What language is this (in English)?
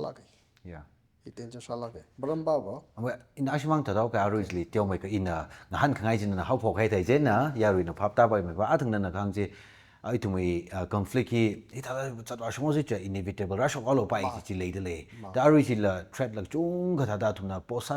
Tangkhul Naga (India)